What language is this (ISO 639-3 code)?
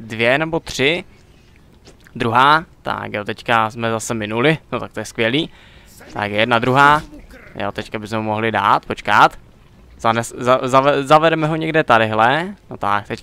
ces